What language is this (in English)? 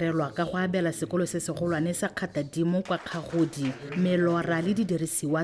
Tswana